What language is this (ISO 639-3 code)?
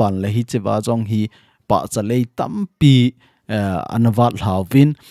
tcz